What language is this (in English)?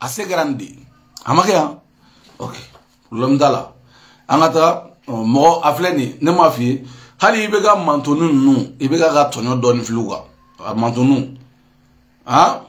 Bambara